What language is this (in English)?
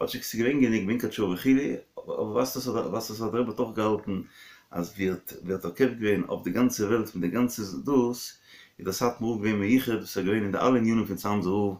Yiddish